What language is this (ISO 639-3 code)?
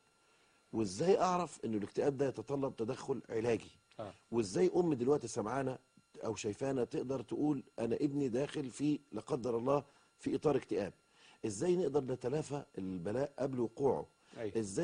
arz